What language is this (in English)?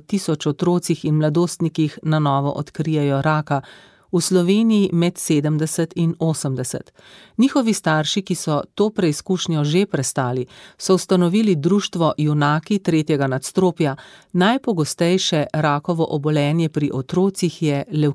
Slovenian